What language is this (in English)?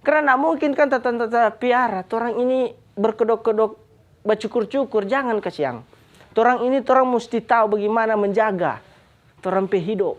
Manado Malay